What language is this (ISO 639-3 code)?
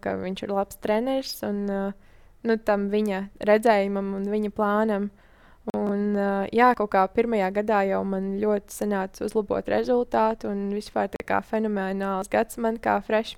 lav